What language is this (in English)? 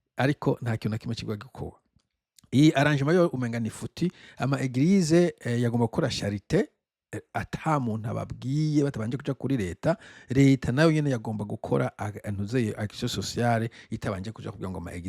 Rundi